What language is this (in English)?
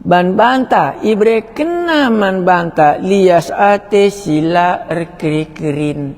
Batak Karo